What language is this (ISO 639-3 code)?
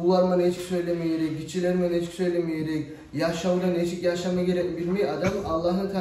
kum